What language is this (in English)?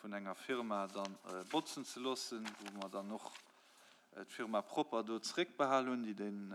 Luxembourgish